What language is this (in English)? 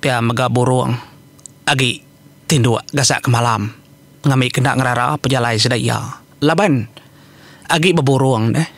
Iban